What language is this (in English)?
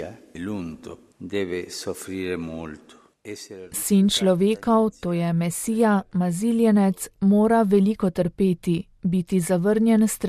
Slovenian